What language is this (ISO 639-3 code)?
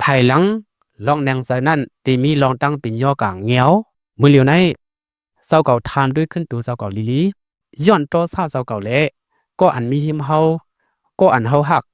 shn